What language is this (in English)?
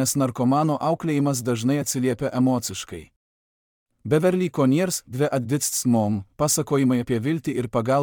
Lithuanian